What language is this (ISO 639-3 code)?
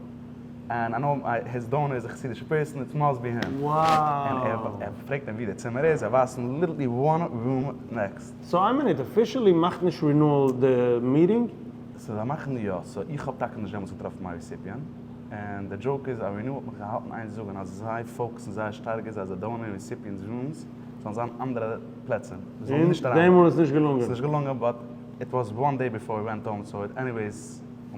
yid